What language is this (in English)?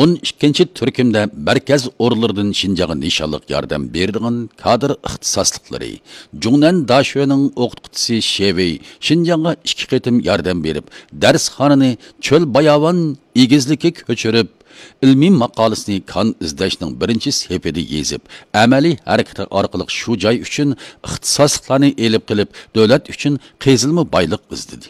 Uyghur